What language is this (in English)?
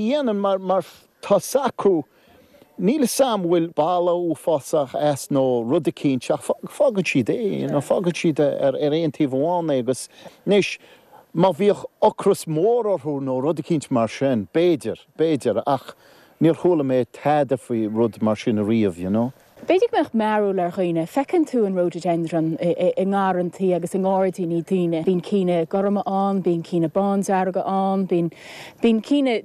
Irish